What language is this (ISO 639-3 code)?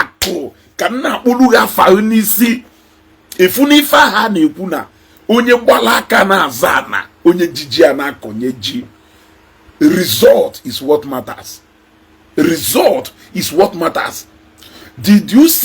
ibo